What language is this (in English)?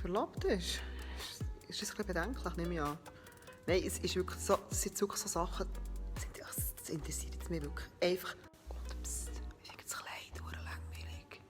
Swiss German